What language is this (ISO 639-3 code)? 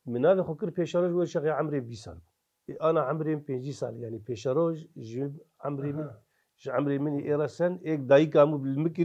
kur